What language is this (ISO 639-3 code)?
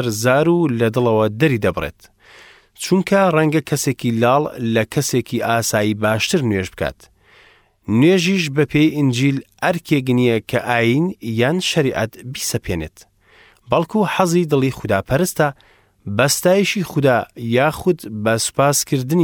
ckb